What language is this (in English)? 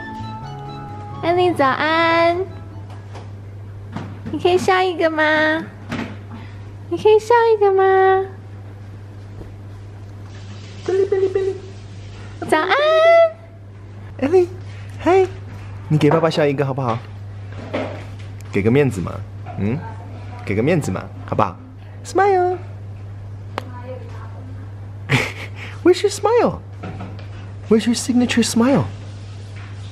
Chinese